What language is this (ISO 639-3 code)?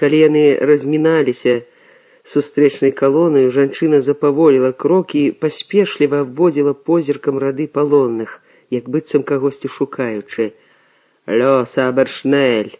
bel